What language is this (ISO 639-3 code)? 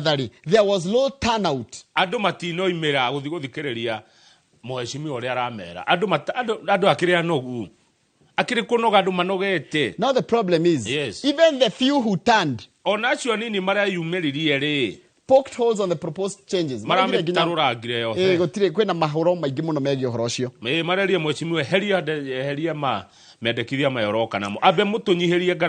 kik